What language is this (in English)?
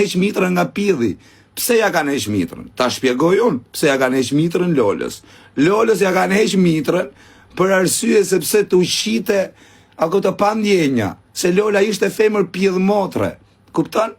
Albanian